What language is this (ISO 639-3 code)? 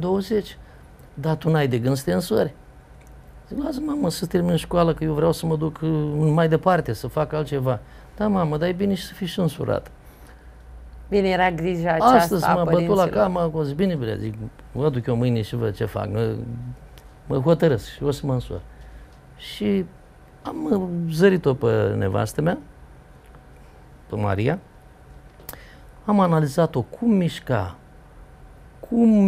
ron